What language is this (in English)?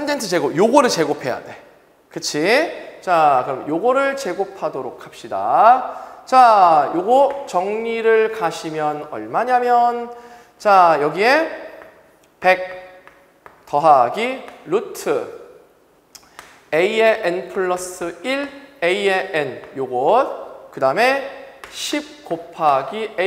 Korean